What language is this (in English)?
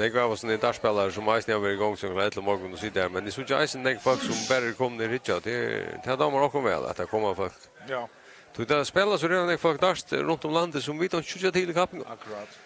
Faroese